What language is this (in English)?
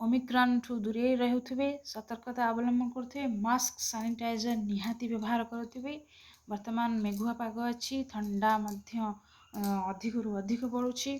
Odia